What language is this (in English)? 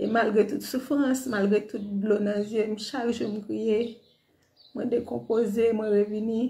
Haitian Creole